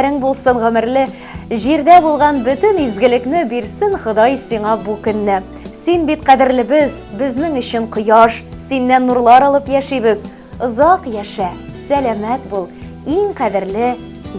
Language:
Tatar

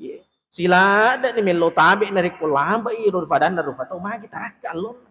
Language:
Buginese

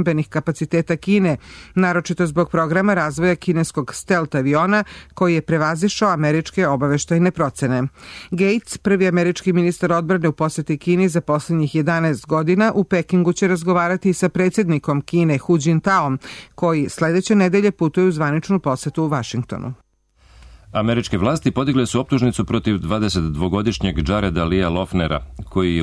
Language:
Serbian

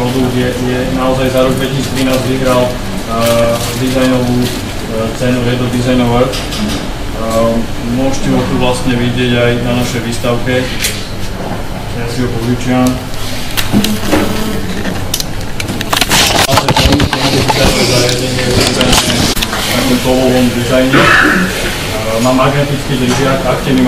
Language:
Slovak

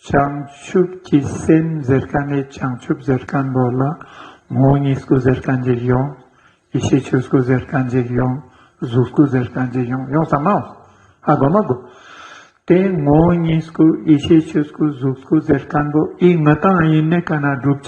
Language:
Ladakhi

